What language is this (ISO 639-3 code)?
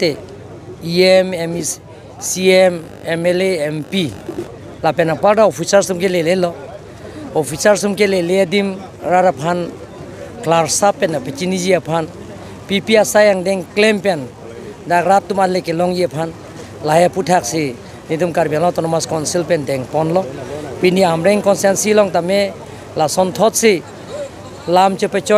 mjw